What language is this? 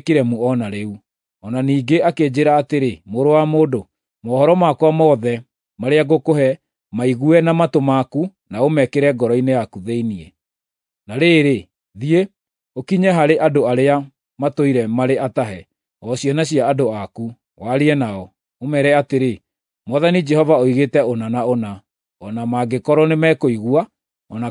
Kikuyu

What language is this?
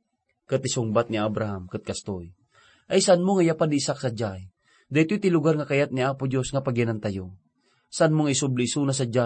Iloko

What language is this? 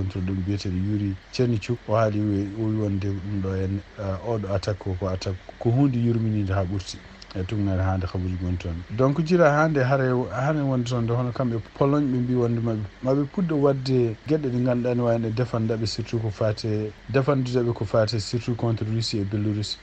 Fula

